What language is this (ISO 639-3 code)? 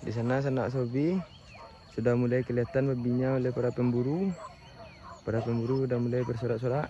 min